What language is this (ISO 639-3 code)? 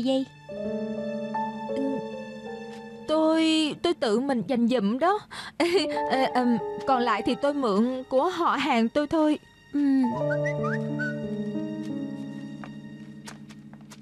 vie